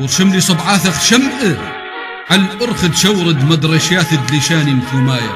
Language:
Assyrian Neo-Aramaic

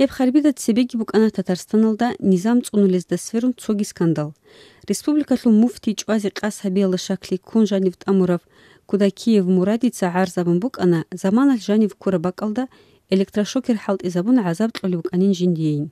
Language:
Avaric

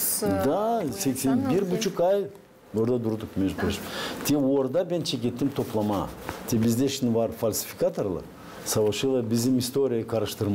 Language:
Gagauz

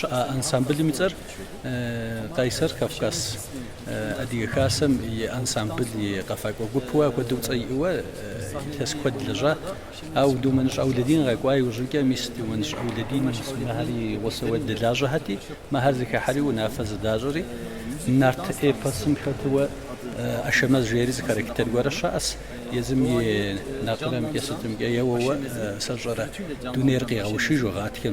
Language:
Kabardian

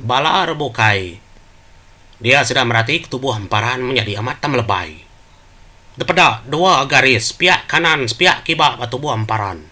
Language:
Iban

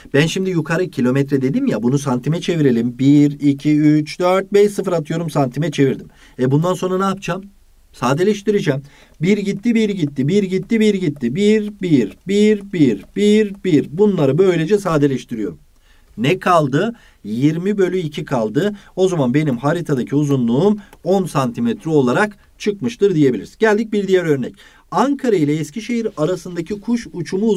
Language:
Turkish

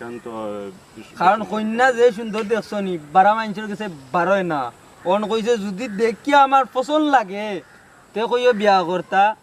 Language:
Sylheti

